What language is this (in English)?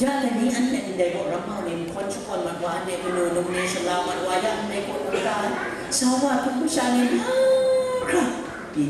Kachin